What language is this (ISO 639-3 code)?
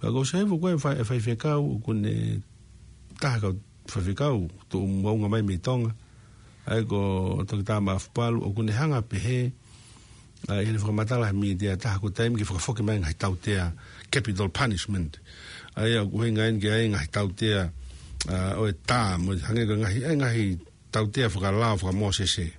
ton